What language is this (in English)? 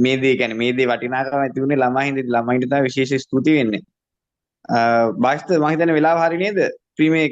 Sinhala